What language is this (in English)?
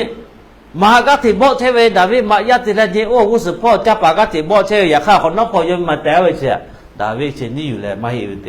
Lahu